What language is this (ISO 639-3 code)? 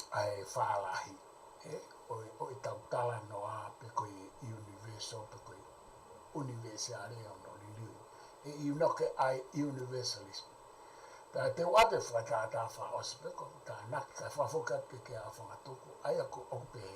ton